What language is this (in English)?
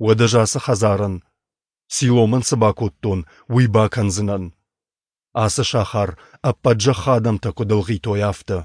Ossetic